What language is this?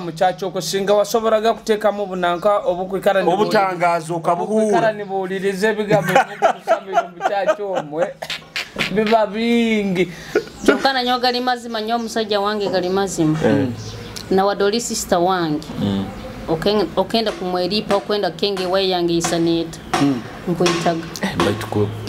Nyoro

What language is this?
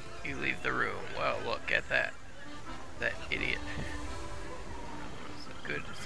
English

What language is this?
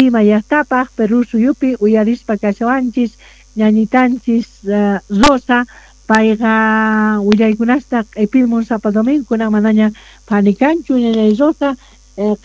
Quechua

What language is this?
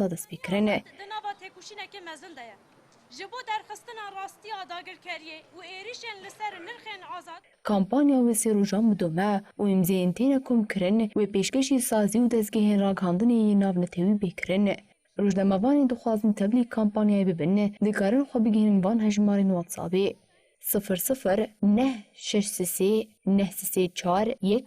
Kurdish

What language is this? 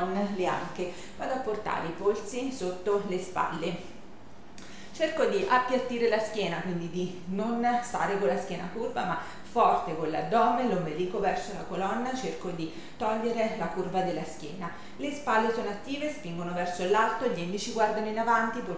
Italian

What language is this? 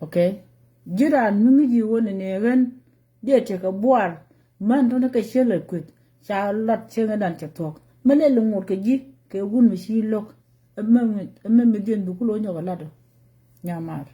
Nuer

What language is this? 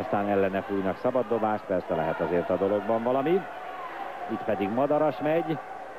Hungarian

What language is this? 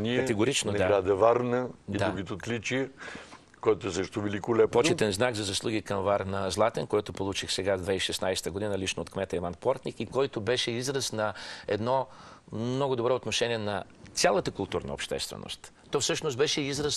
Bulgarian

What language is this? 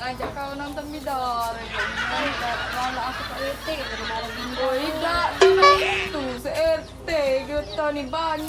Musi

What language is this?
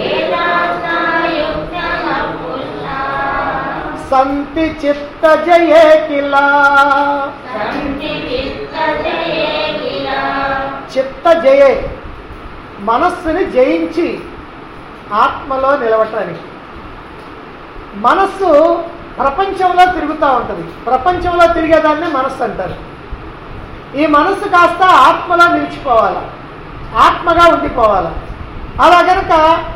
Telugu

